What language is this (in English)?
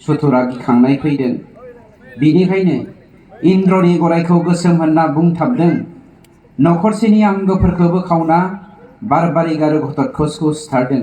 Bodo